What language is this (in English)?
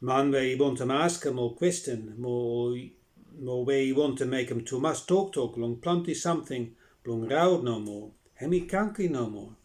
Bislama